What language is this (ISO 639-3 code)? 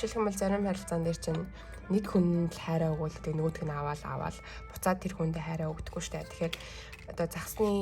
mon